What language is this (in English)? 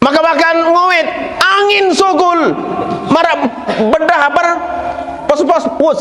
Sasak